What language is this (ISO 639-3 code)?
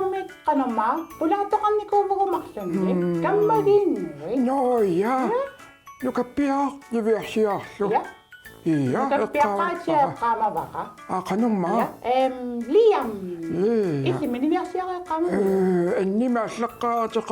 kal